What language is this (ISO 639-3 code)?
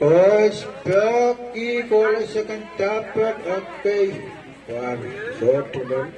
pon